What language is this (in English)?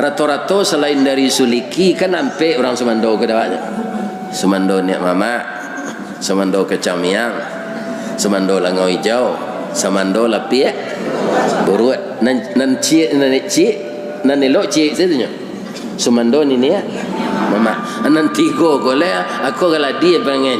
Minangkabau